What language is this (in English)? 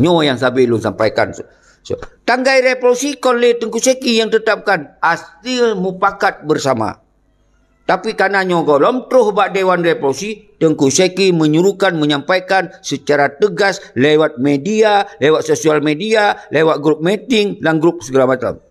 Achinese